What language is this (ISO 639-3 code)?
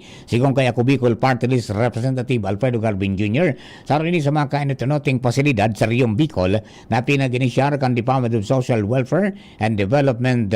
bik